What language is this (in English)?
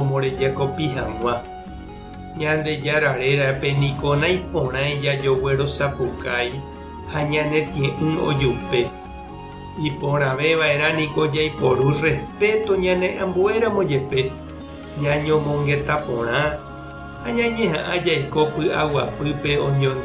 Guarani